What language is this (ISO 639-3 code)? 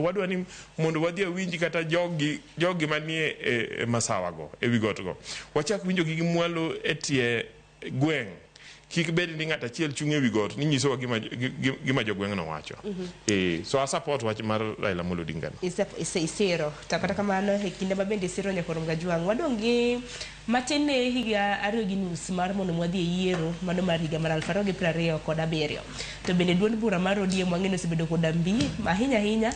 luo